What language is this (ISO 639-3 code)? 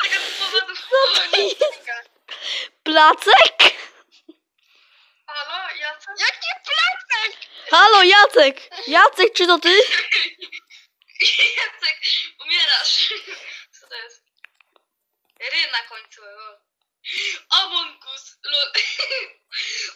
pol